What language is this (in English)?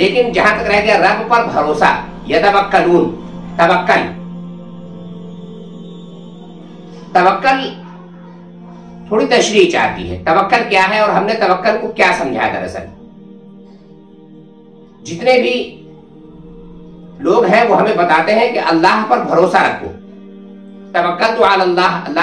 Urdu